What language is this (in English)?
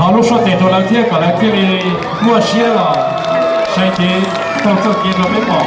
Hmong